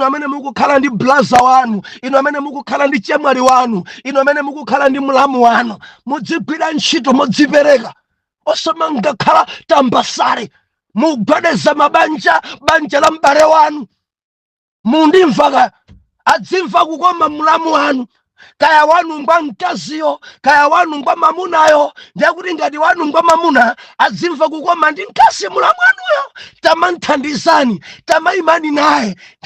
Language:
Nyanja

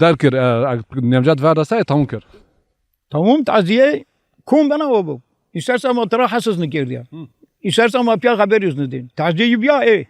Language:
Zaza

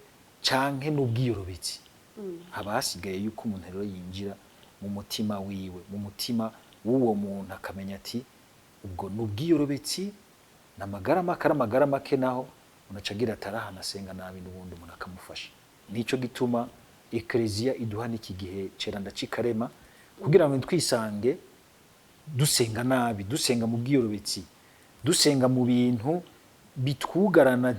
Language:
Rundi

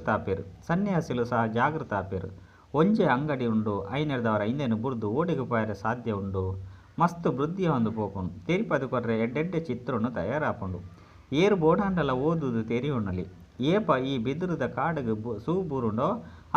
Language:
Tulu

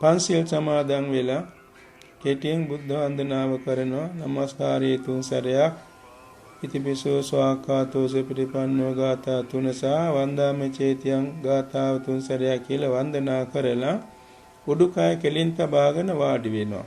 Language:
Sinhala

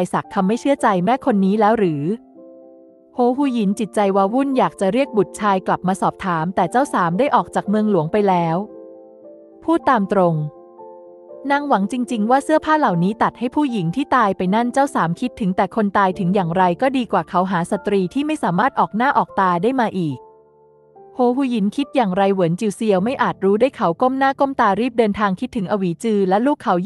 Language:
Thai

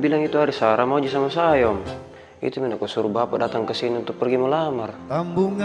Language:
Makassar Malay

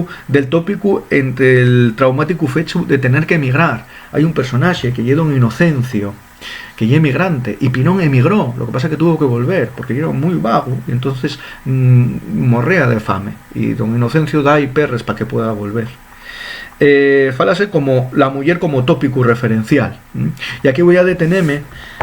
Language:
Asturian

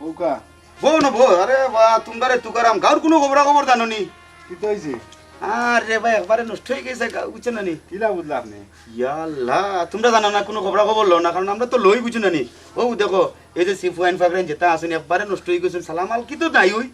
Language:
Sylheti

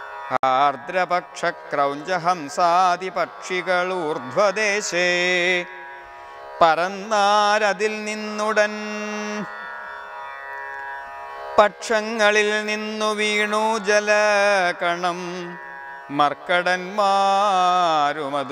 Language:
Malayalam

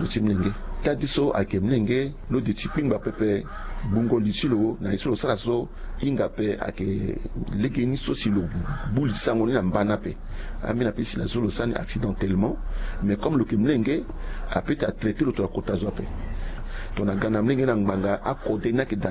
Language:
Sango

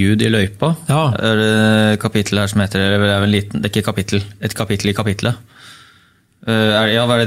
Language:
Norwegian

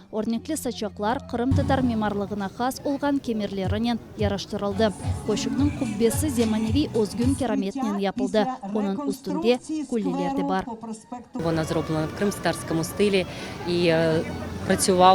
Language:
Crimean Tatar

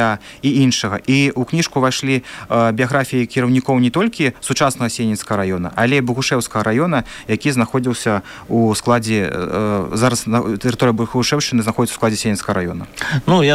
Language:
Belarusian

